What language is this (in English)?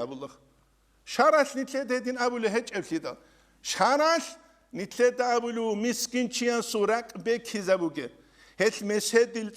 Avaric